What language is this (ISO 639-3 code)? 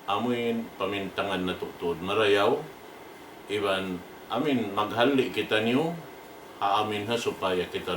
tsg